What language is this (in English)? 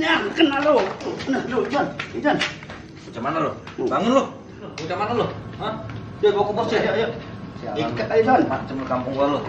Betawi